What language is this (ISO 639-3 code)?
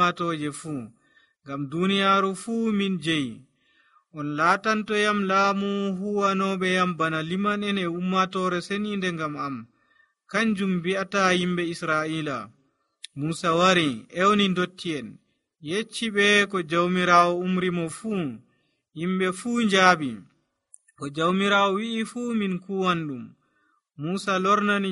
fuv